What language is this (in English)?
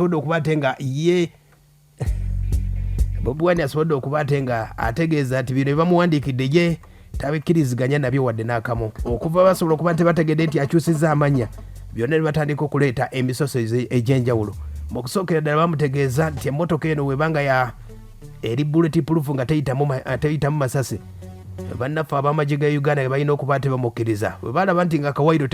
Ganda